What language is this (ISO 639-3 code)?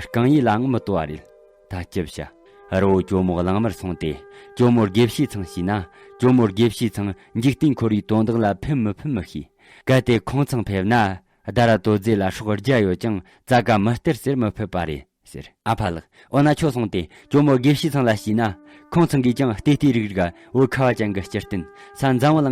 bod